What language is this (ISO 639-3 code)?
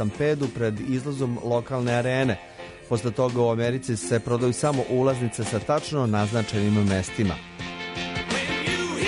srp